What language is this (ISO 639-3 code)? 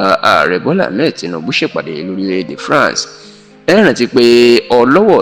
yor